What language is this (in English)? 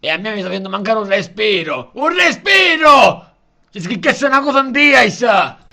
Sicilian